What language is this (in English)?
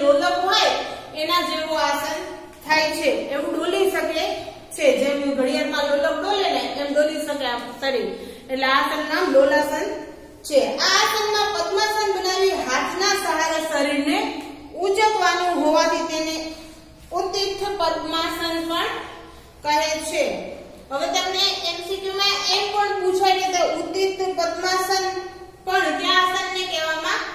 Gujarati